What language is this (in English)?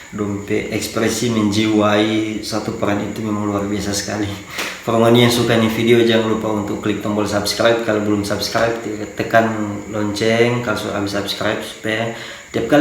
Manado Malay